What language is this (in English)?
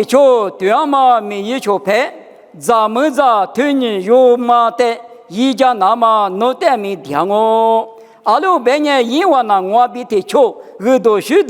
Lisu